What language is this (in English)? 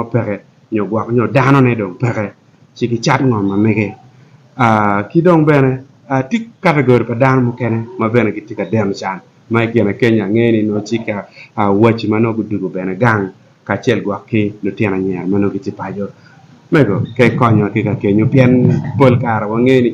Acoli